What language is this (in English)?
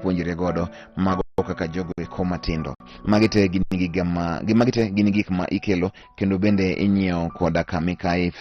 Luo (Kenya and Tanzania)